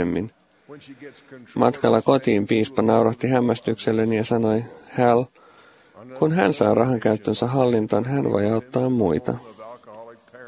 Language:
Finnish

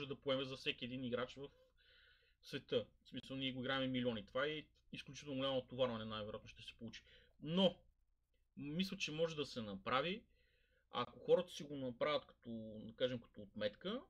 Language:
Bulgarian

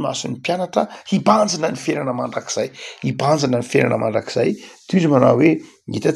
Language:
Malagasy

